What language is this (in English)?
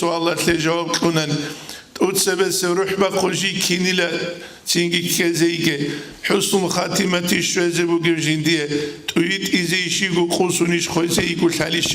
Avaric